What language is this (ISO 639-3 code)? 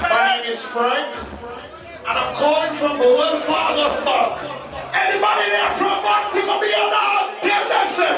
jam